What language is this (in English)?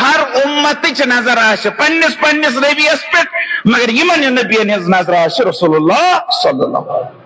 Kashmiri